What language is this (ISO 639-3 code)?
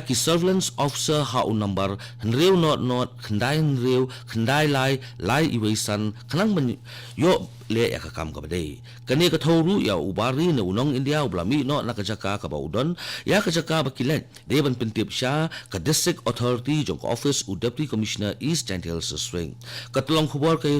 kha